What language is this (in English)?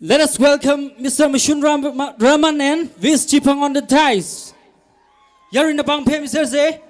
Tangkhul Naga (India)